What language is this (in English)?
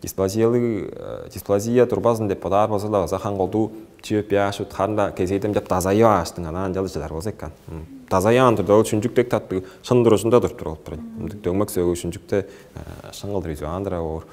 Tuvinian